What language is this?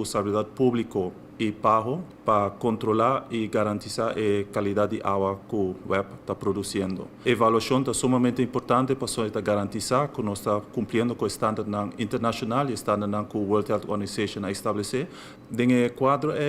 Papiamento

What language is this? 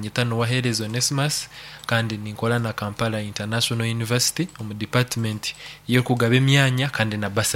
Nyankole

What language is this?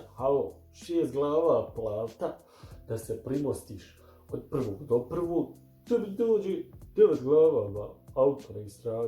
Bosnian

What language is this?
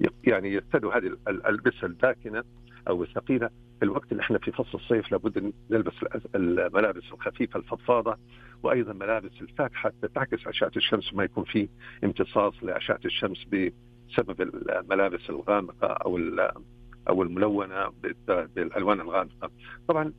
Najdi Arabic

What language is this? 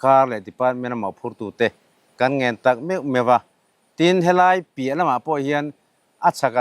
Mizo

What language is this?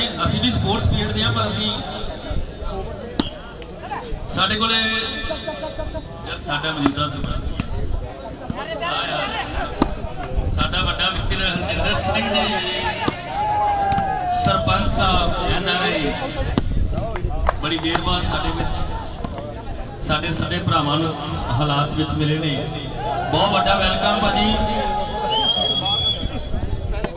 Punjabi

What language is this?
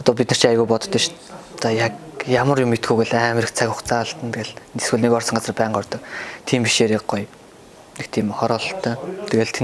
Mongolian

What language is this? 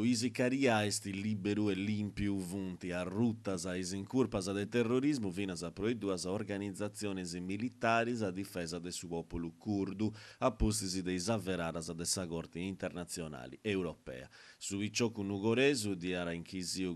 Sardinian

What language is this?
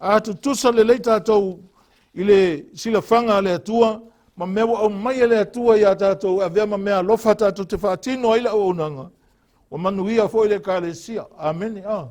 Samoan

